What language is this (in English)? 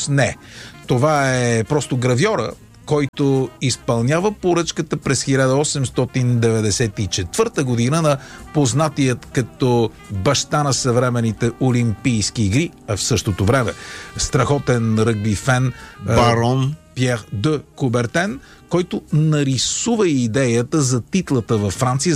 Bulgarian